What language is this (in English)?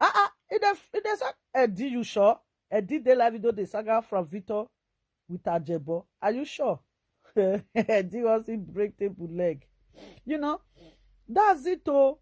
Nigerian Pidgin